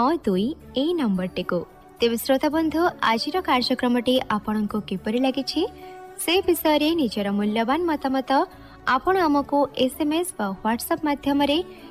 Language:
Odia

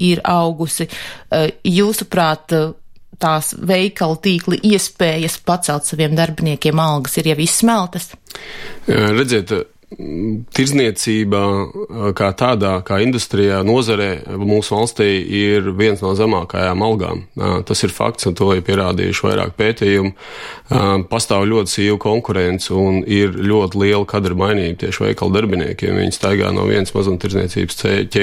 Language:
Latvian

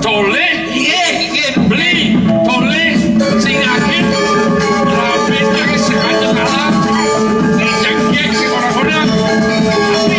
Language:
Balinese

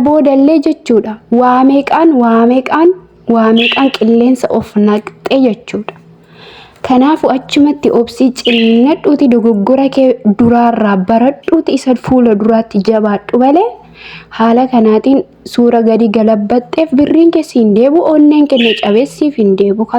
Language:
Oromo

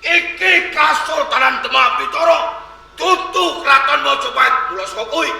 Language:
Javanese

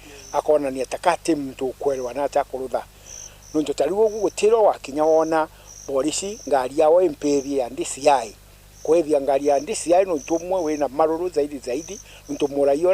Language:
Meru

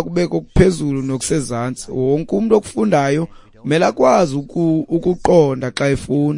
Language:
Xhosa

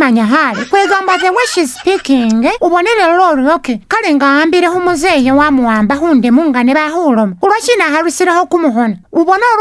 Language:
Masaaba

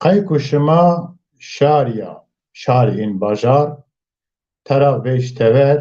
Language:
Zaza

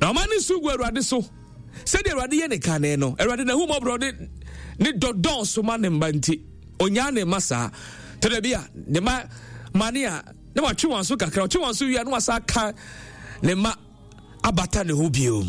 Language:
Akan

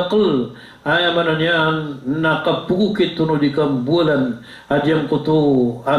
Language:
Maranao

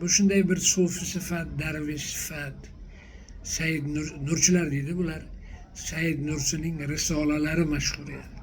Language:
Uzbek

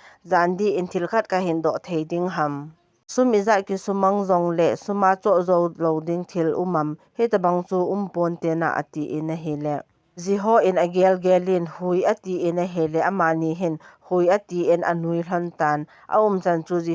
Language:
Thado Chin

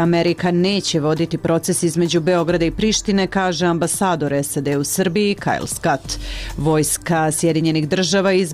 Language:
Serbian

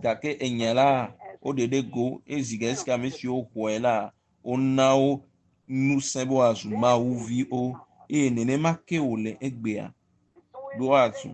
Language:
Ewe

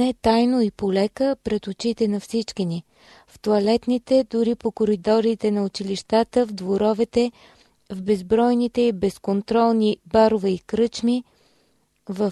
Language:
Bulgarian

